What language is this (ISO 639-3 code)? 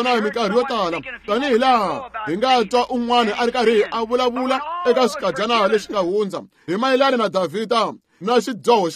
tso